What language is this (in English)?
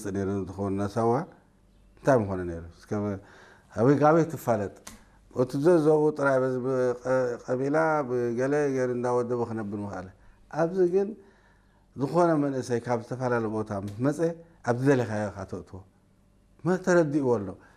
Tigrinya